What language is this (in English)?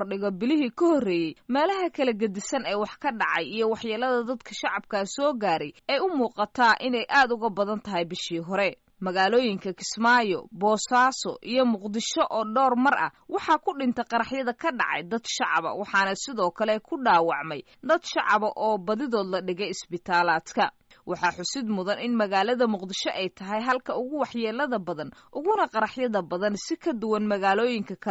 Somali